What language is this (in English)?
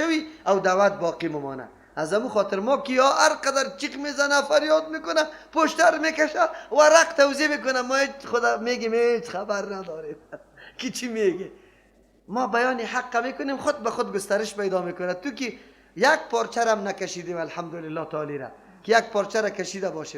Persian